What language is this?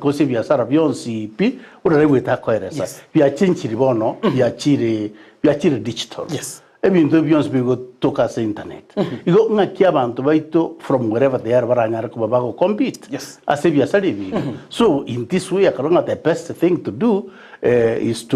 Gusii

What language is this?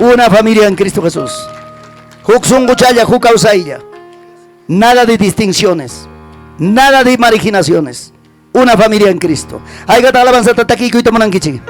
Ayacucho Quechua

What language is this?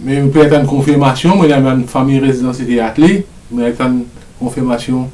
Morisyen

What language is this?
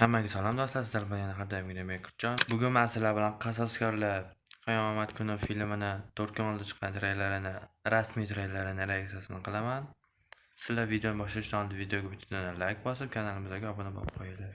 Uzbek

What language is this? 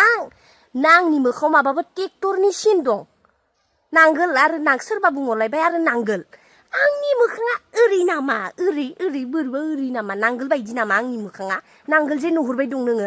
Bodo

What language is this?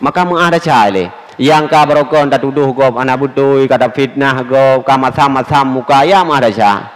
Achinese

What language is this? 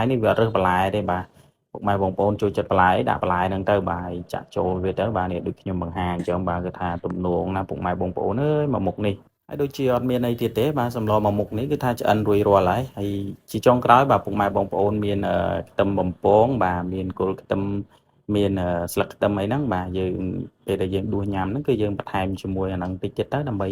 Khmer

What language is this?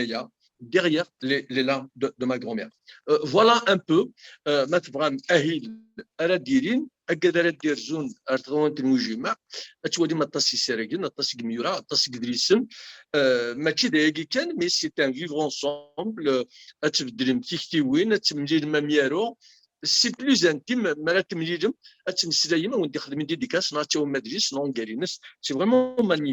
Kabyle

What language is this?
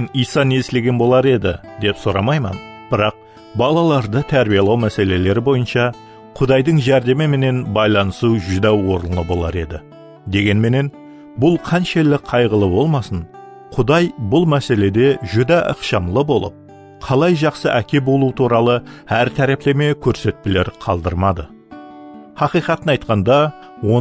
Kara-Kalpak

